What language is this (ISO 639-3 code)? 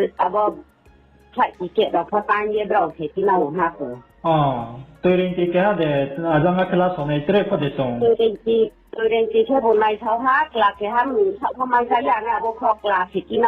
ria